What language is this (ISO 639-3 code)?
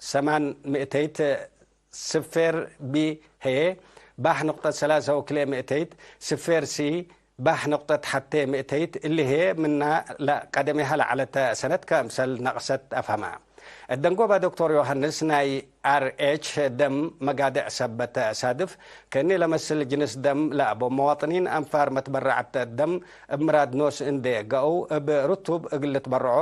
tig